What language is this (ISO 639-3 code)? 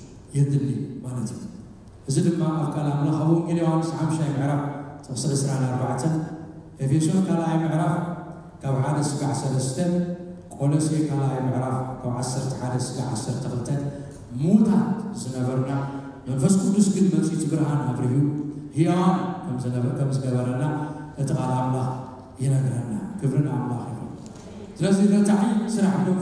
tir